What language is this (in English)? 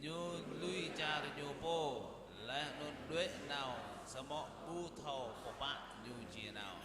Jarai